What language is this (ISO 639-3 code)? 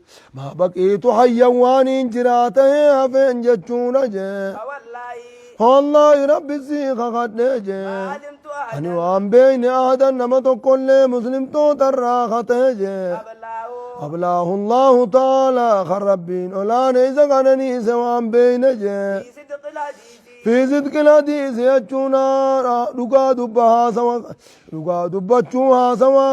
orm